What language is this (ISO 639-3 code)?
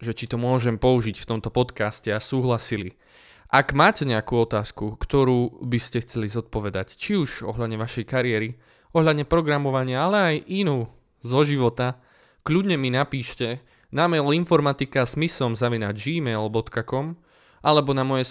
slk